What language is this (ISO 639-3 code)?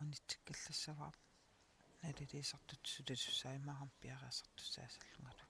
kal